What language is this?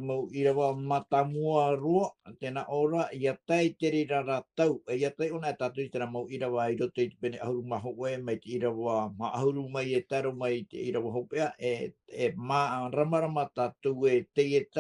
Tahitian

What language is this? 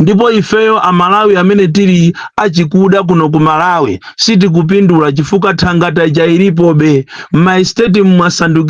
Nyanja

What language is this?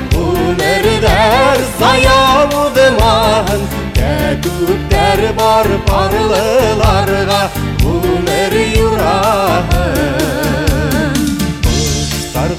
Kazakh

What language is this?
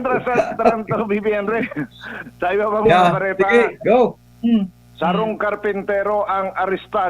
Bikol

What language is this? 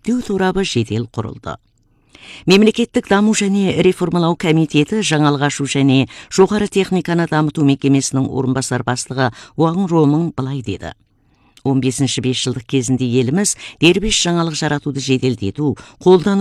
Kazakh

